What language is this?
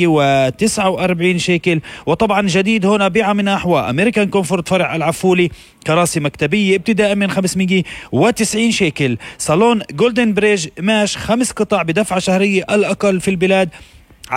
North Levantine Arabic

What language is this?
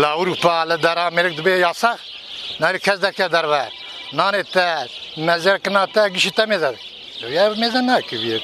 Kurdish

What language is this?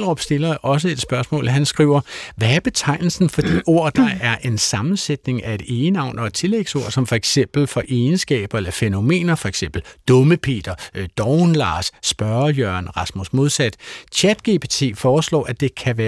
Danish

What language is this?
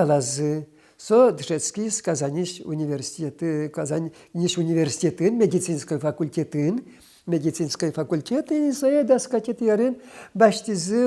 Udmurt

